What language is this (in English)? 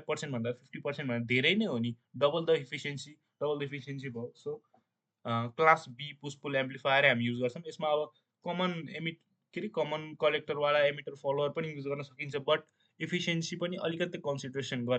Nepali